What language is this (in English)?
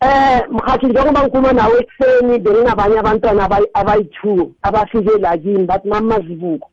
South Ndebele